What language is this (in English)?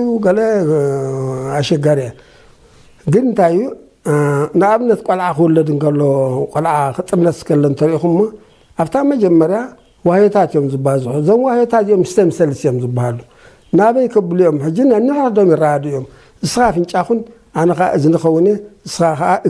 Tigrinya